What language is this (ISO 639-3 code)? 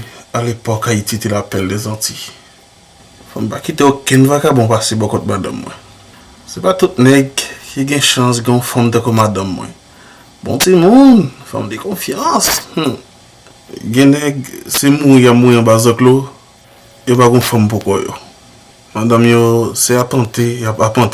hat